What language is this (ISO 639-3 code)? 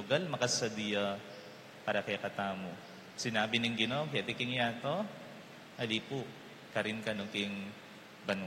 pam